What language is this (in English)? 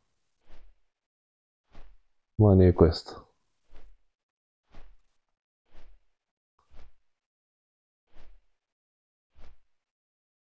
Bulgarian